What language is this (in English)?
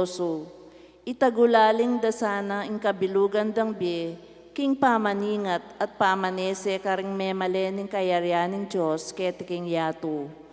Pampanga